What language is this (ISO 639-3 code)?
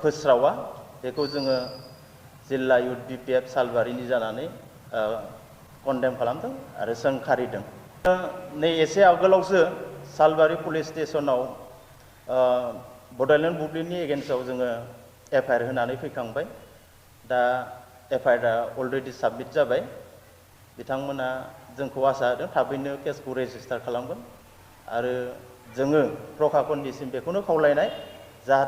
brx